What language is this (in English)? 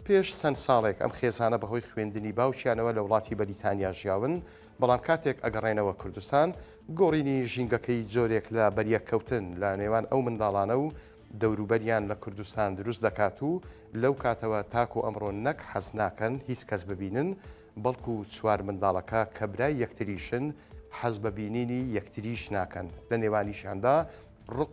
Central Kurdish